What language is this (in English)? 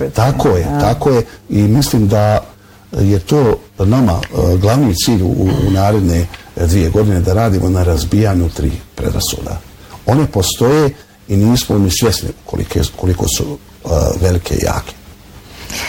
Bosnian